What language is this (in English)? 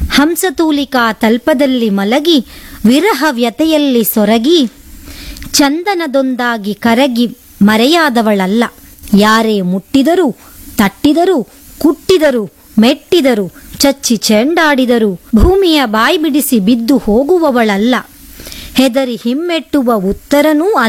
Kannada